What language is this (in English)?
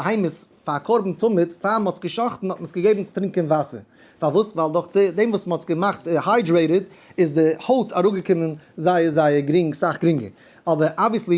Yiddish